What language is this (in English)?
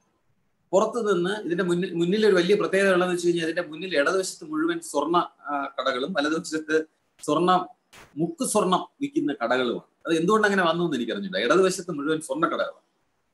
Malayalam